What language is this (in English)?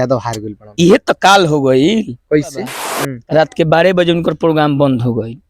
Bhojpuri